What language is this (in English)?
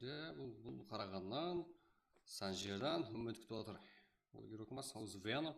Kara-Kalpak